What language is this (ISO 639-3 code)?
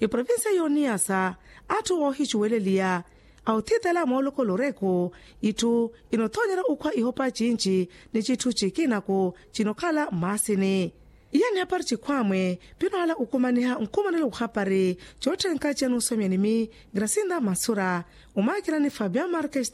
vmw